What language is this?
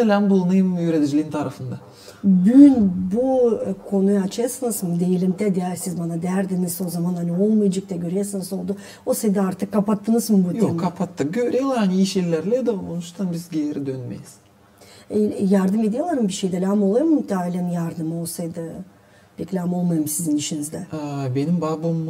Gagauz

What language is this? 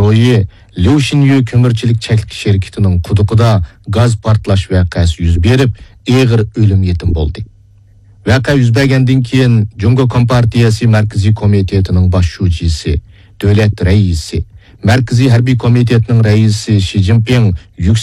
Uyghur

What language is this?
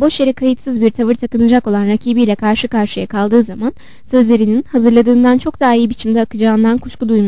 Turkish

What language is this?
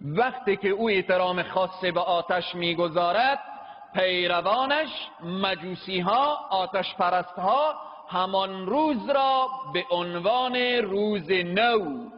Persian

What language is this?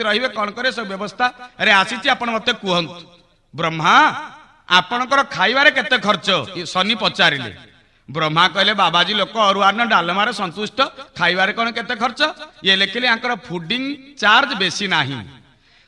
Odia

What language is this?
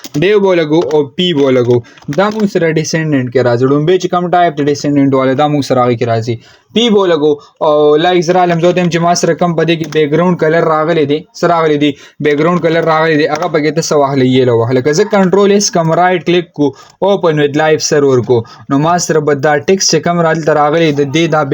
Pashto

